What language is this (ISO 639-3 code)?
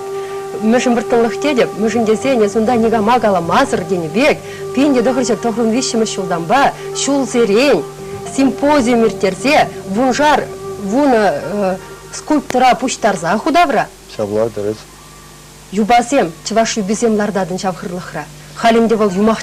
chv